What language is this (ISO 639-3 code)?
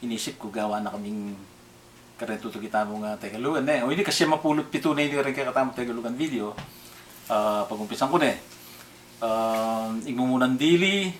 pam